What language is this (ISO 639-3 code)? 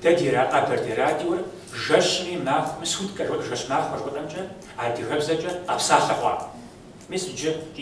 kbd